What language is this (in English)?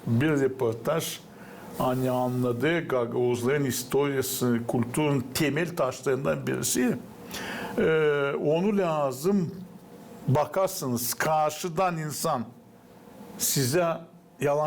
Gagauz